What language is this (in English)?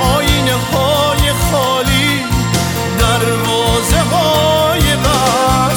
Persian